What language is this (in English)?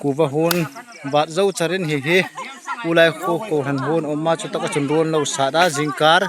Hmar